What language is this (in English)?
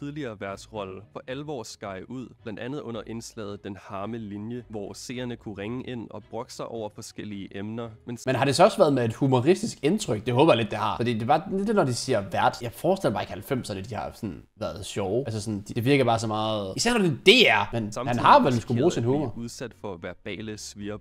Danish